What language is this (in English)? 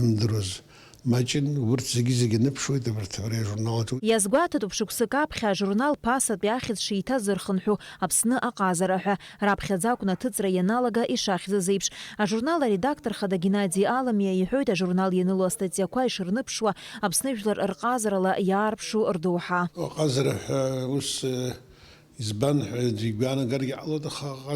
Abkhazian